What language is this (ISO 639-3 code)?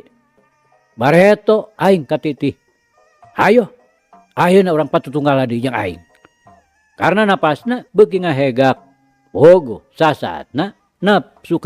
sun